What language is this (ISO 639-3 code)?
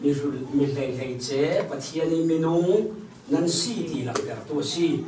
cfm